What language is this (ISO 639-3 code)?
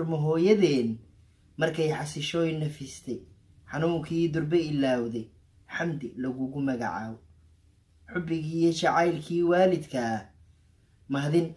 som